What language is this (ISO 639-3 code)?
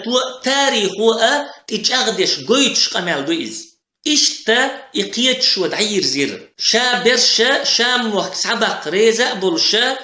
che